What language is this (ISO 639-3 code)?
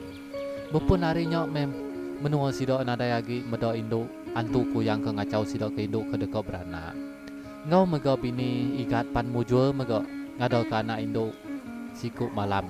iba